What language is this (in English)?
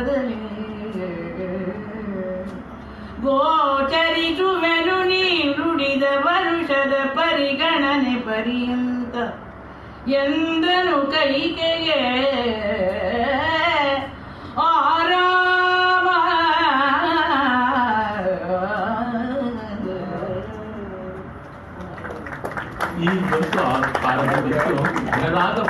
Kannada